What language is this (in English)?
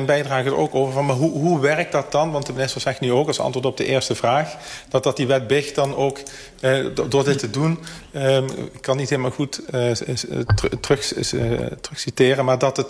Dutch